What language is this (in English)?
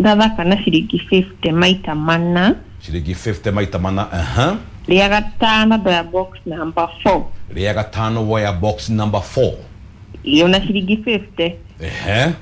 Kikuyu